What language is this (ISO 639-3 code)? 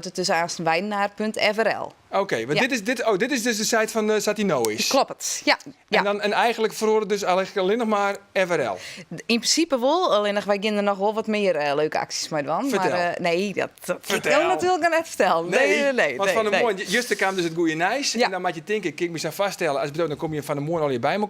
fry